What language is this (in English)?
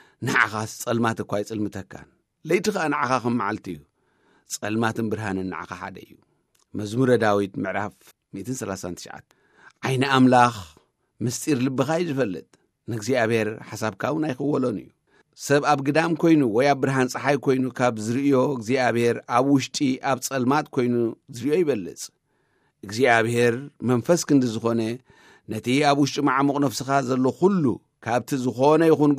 Tigrinya